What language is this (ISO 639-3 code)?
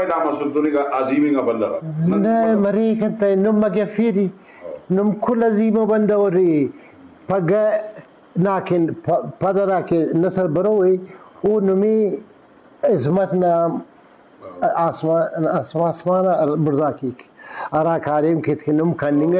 brh